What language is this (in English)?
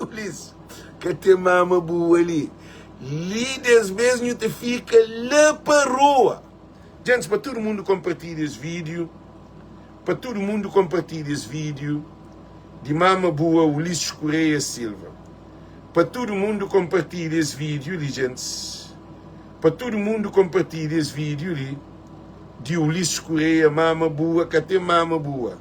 Kabuverdianu